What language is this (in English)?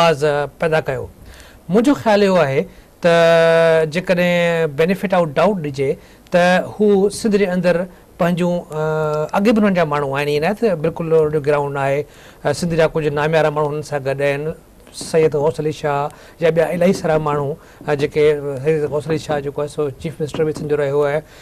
Sindhi